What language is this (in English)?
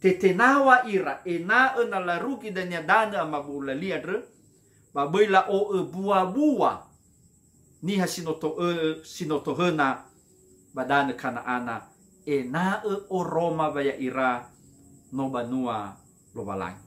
Nias